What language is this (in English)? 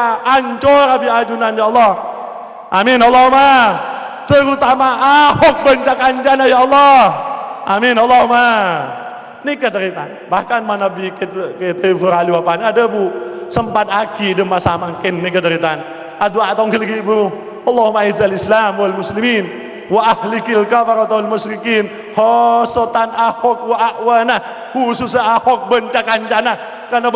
Madurese